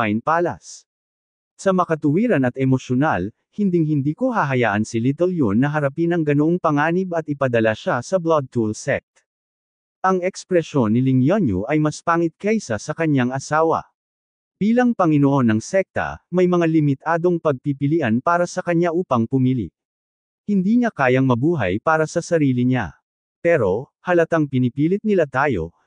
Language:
Filipino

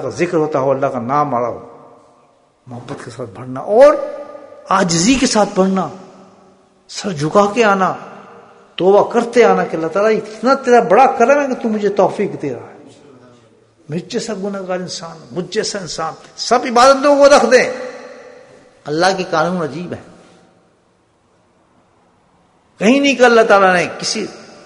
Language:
Urdu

